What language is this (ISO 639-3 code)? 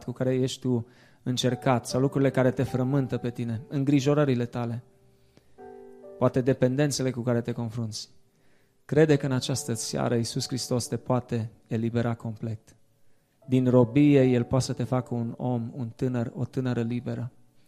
ron